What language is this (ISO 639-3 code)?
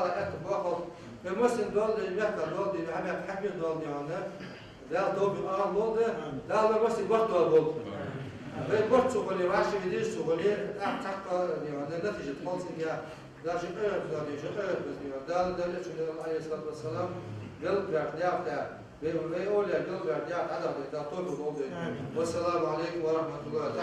inh